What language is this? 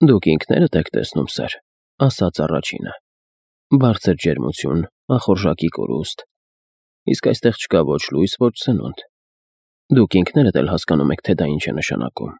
Armenian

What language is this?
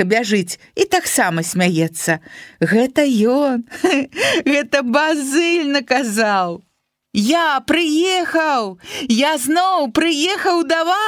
Belarusian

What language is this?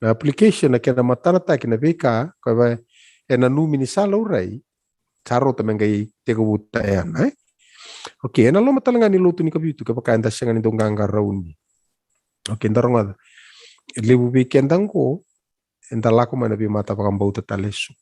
Fijian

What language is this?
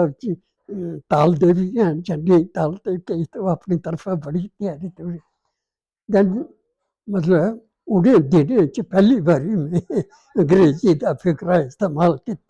Dogri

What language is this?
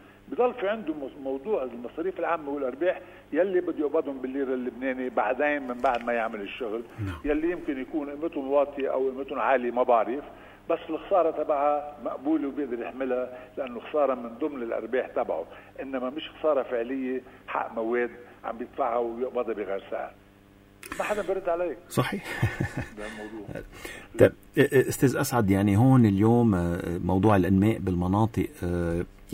North Levantine Arabic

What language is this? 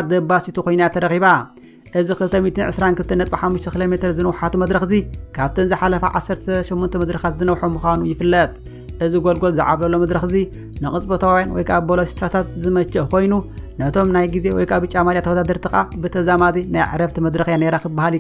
Tigrinya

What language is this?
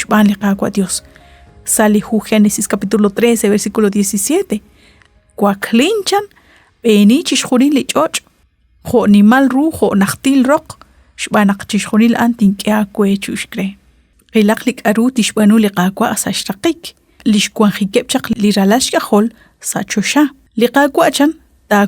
Kekchí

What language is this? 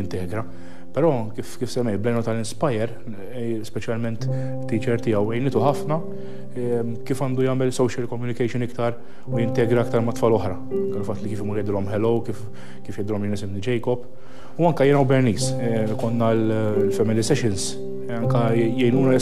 Maltese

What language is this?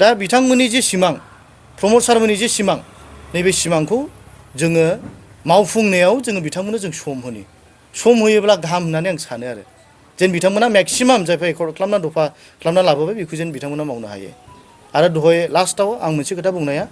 Bodo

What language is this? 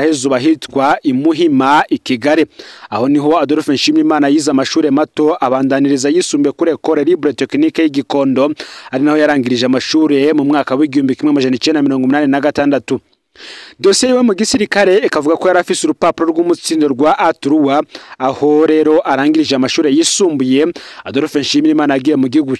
Rundi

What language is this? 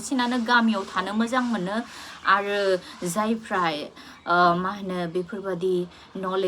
Bodo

